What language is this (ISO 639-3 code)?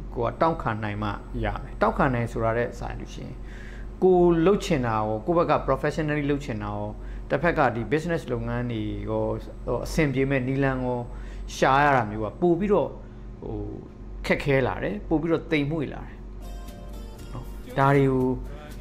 mya